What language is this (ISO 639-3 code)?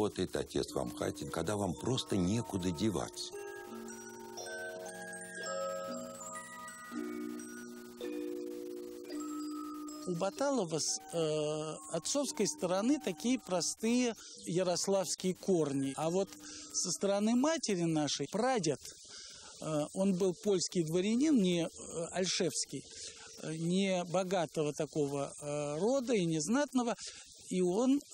rus